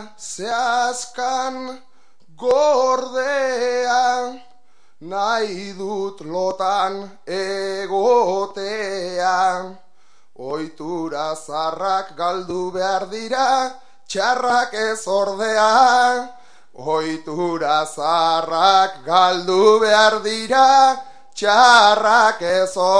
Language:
Basque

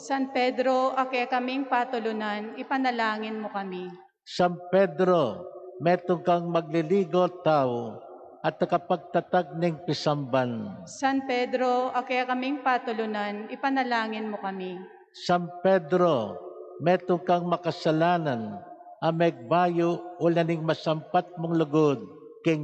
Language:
Pampanga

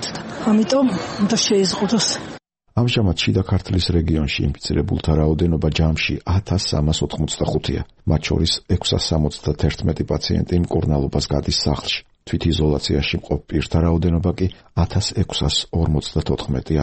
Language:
Georgian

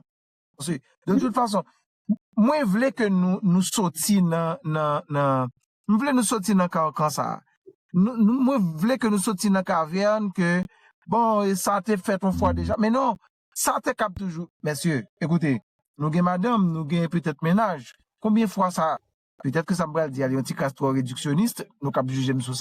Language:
Haitian Creole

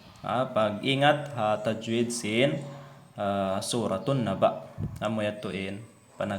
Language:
Tausug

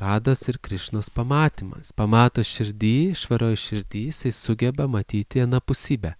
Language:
Lithuanian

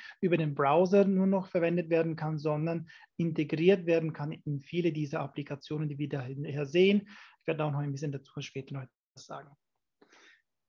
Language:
German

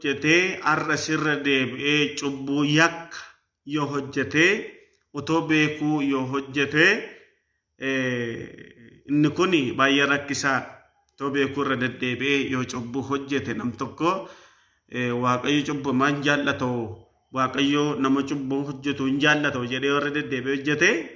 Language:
Oromo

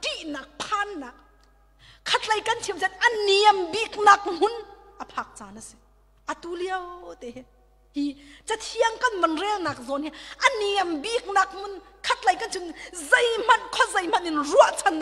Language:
Hakha Chin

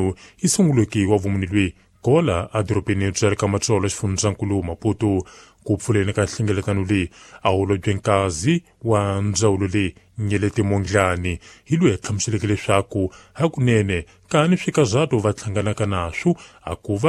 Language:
Tsonga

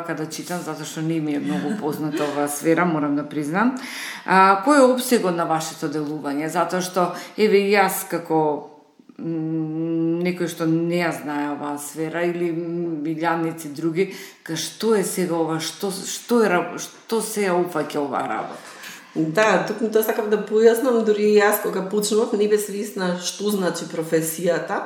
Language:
Macedonian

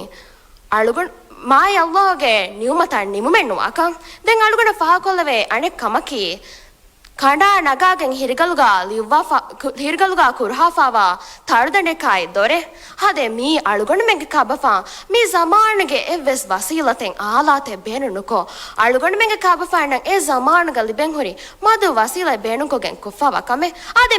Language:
Divehi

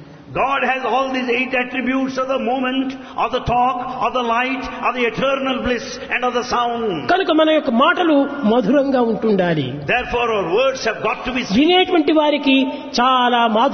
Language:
Telugu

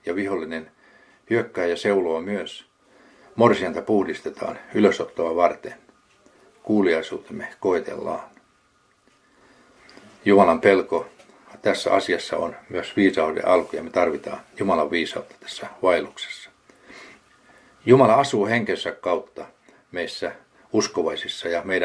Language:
Finnish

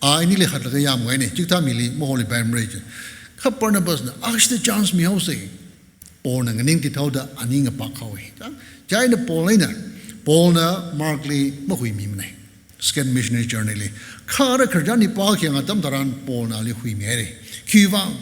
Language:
Tangkhul Naga (India)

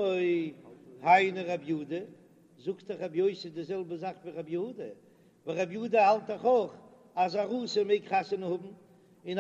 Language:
Yiddish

